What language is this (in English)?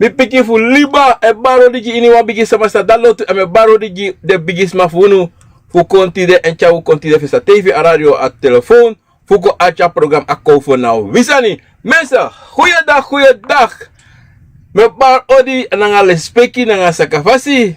Sranan Tongo